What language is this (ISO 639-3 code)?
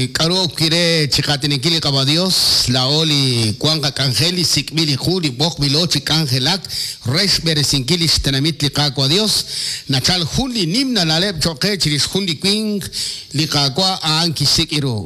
kek